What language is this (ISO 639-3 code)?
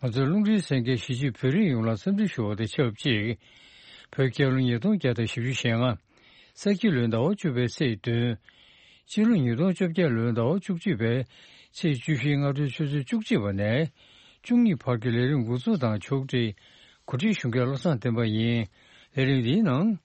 bod